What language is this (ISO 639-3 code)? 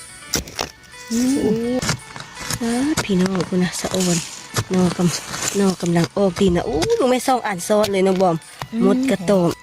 lao